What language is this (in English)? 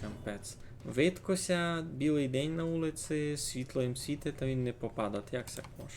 Rusyn